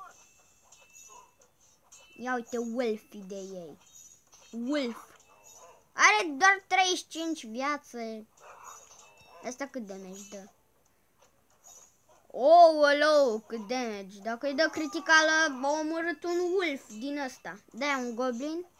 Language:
Romanian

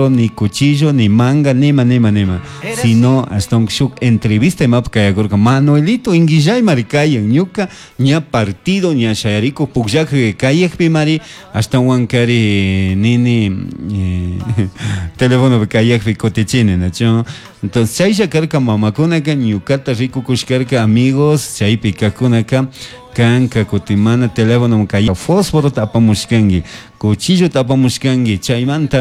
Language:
Chimborazo Highland Quichua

